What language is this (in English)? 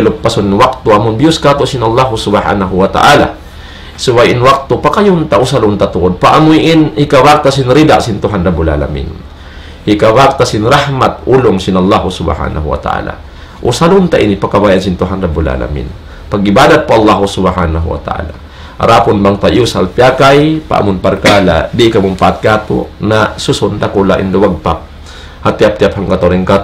Tausug